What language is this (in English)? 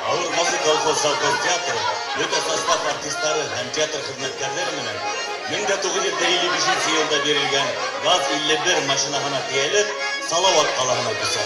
Bashkir